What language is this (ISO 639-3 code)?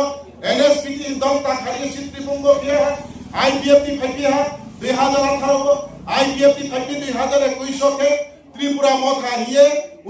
ria